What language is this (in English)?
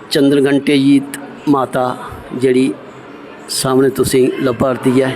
Dogri